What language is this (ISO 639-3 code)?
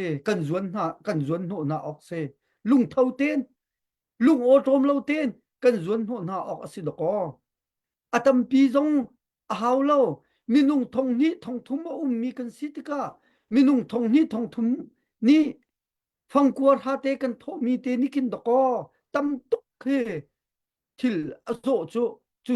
cnh